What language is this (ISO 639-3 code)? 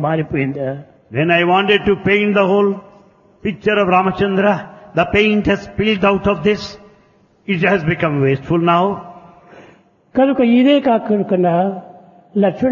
tel